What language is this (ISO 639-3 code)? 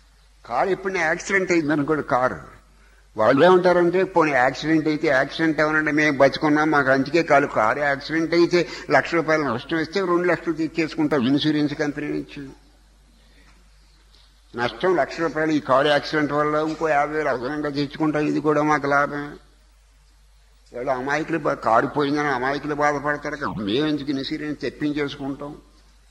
tel